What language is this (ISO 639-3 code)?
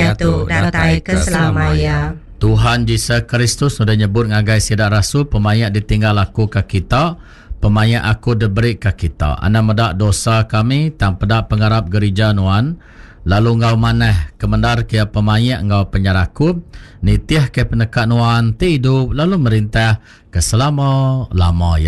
iba